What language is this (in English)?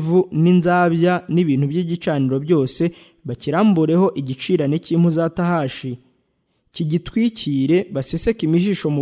Kinyarwanda